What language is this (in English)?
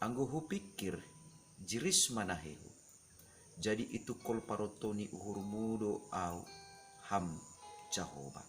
Batak Simalungun